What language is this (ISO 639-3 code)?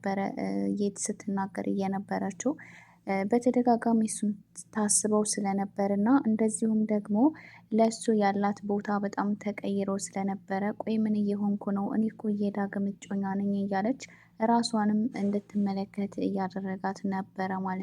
amh